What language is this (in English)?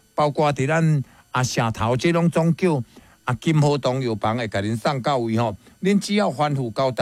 Min Nan Chinese